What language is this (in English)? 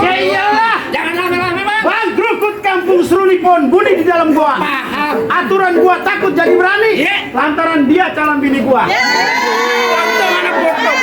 Betawi